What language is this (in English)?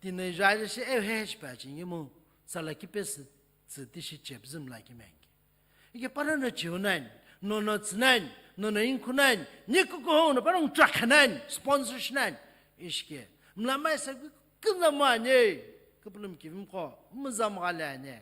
Sumi Naga